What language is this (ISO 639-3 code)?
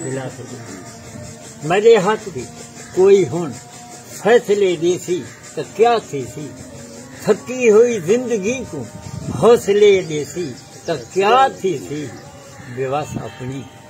skr